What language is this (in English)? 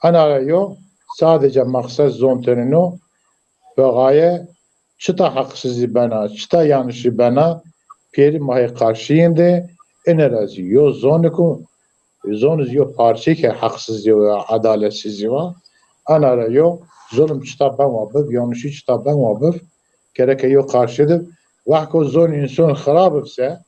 Zaza